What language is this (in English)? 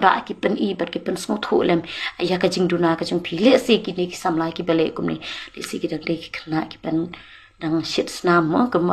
Khasi